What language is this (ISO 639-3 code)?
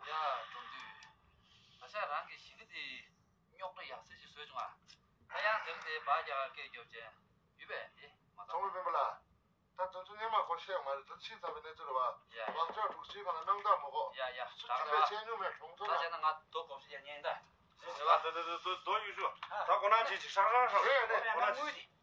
bod